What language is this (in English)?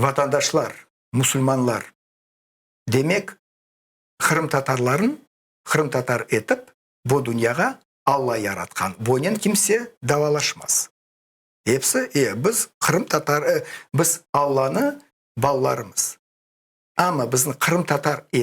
Crimean Tatar